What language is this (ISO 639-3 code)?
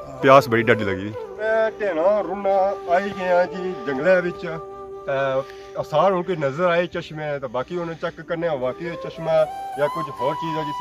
phr